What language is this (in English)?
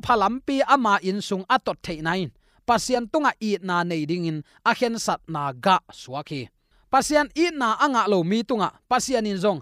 Tedim Chin